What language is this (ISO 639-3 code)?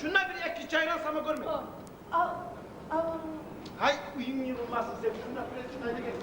kum